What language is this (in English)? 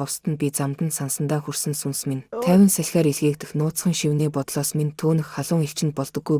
Mongolian